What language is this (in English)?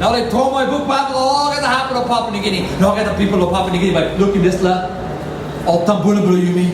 Tok Pisin